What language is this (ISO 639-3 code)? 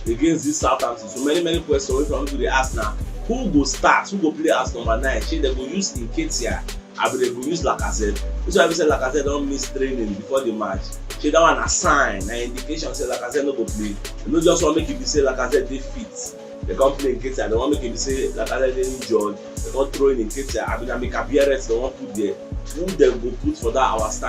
pcm